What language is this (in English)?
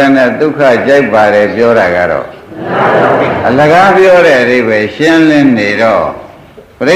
Burmese